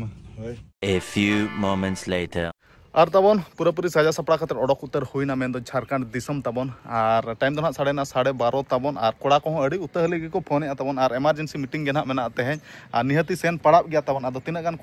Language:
Santali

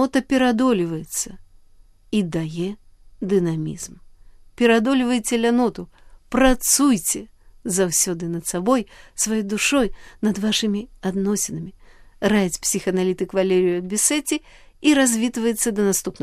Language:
Belarusian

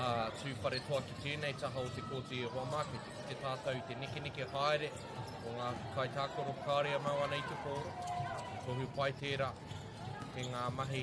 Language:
Māori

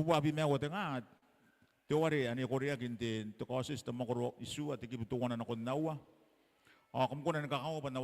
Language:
Gilbertese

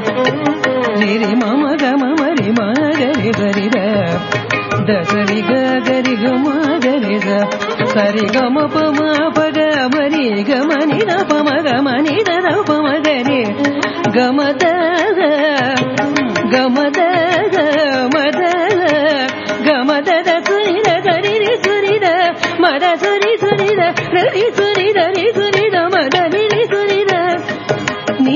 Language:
Telugu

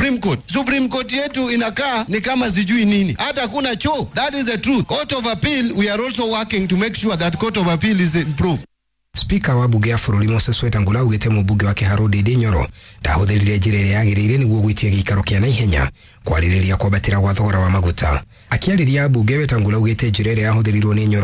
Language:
Kikuyu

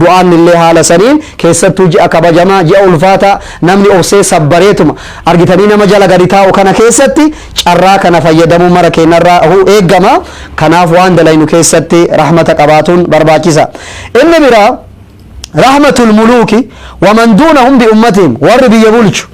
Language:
Oromo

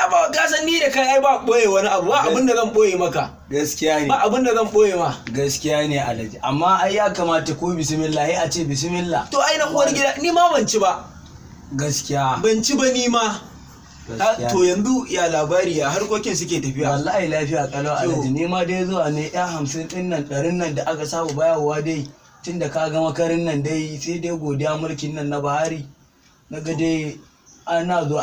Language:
Hausa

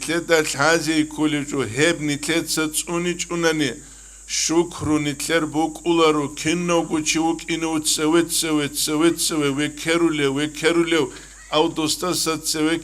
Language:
Avaric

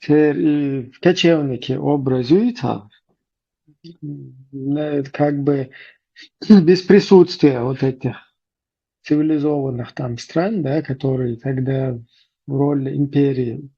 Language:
Chechen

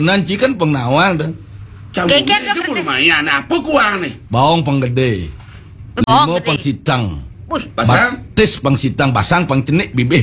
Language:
Balinese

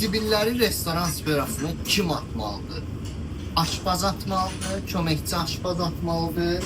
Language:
Azerbaijani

